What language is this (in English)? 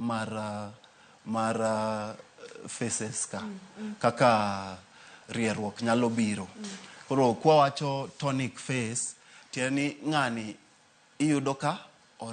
Luo (Kenya and Tanzania)